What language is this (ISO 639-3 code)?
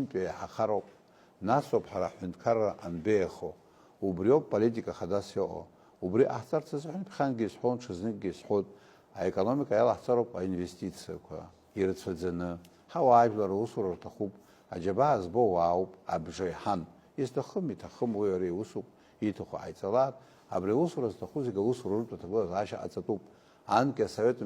abk